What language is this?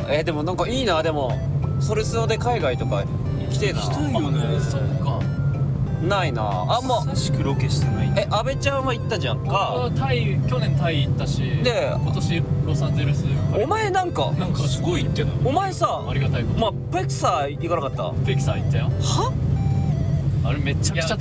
Japanese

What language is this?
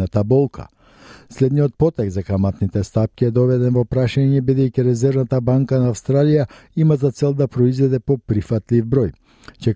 Macedonian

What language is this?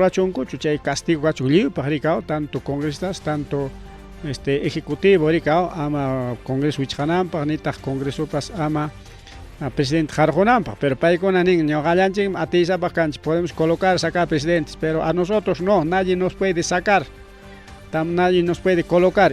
Ayacucho Quechua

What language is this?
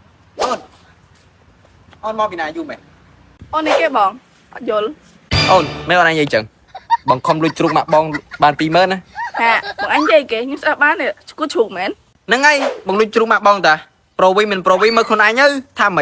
Khmer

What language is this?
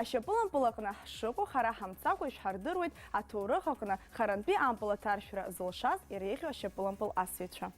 Abkhazian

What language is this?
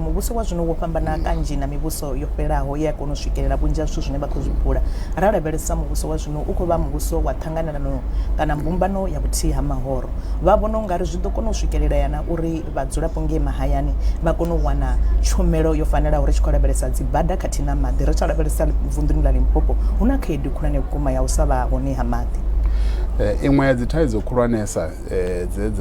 Venda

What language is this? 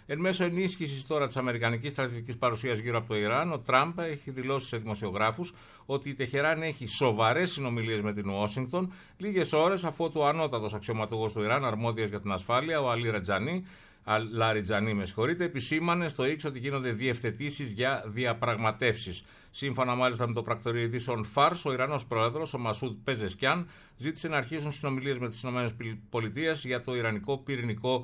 Greek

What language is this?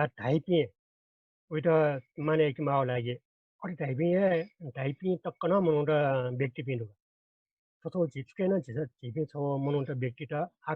Newari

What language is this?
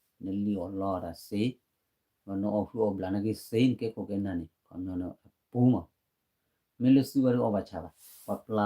S'gaw Karen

